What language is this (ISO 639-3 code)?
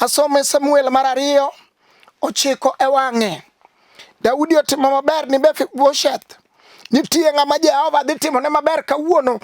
luo